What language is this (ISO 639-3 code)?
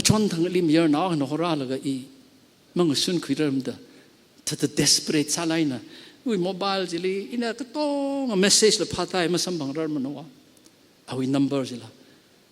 nmf